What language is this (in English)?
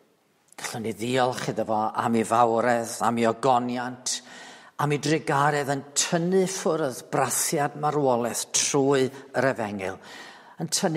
Welsh